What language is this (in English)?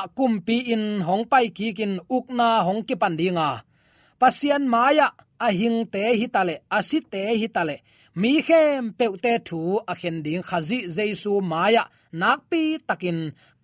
Tedim Chin